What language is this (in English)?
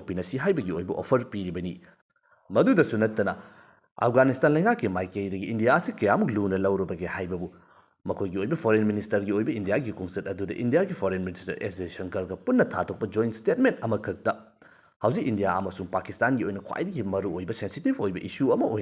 Manipuri